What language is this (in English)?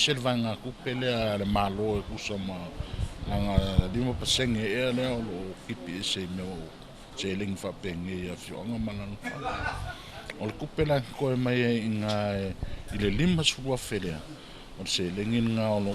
Samoan